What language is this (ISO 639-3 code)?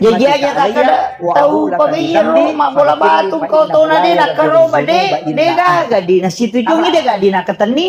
bug